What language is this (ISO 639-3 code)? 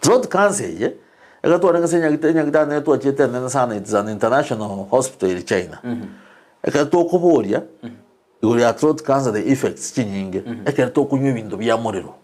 guz